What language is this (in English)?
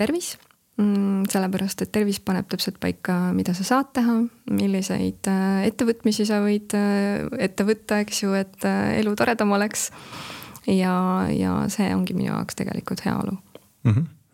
Estonian